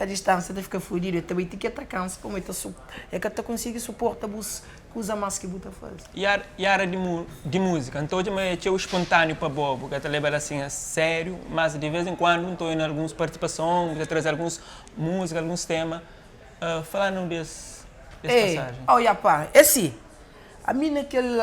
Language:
Kabuverdianu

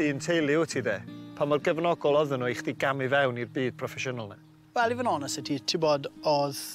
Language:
Welsh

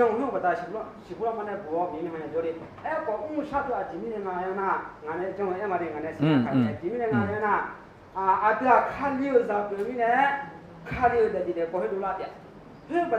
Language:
Akha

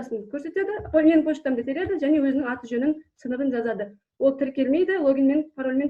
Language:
Kazakh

